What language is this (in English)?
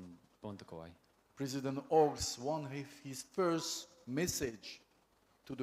Gilbertese